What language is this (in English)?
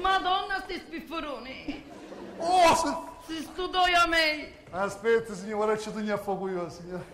Sicilian